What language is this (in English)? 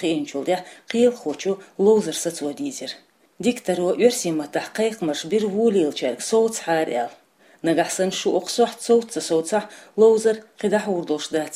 Chechen